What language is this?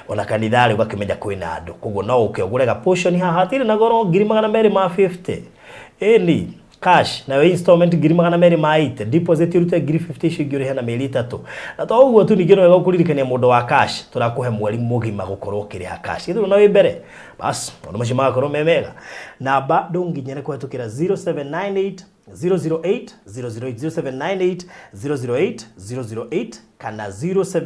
Kikuyu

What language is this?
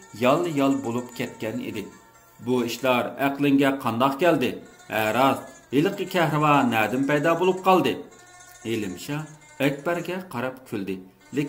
Uyghur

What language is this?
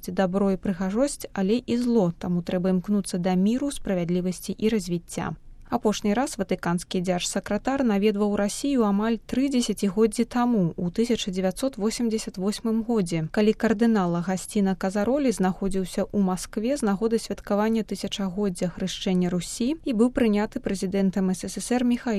Belarusian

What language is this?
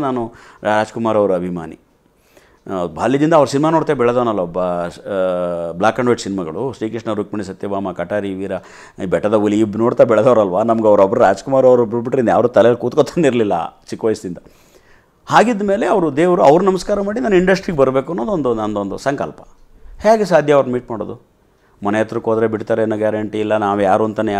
Kannada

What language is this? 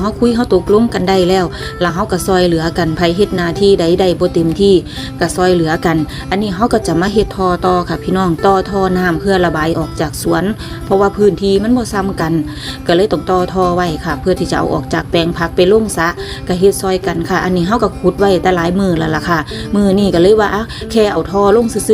Northeastern Thai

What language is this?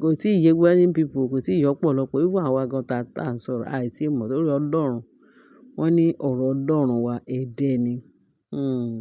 Yoruba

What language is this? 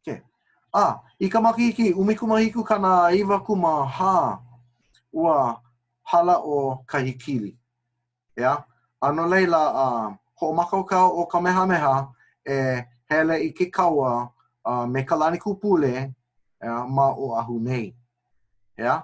Hawaiian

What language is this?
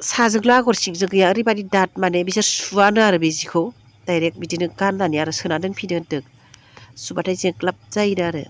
Bodo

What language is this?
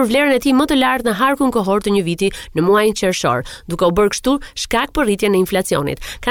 Albanian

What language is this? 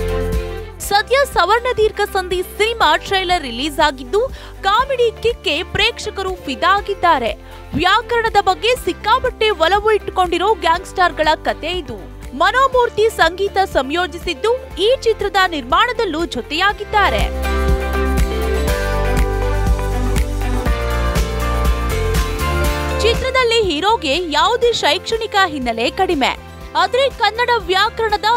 Kannada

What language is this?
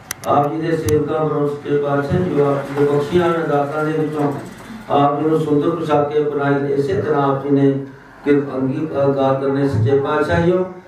Punjabi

